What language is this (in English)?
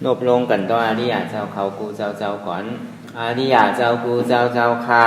Shan